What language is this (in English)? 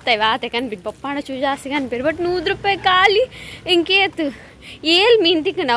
Tulu